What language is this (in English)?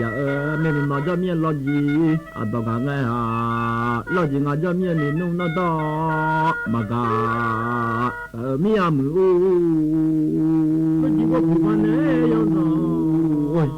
Akha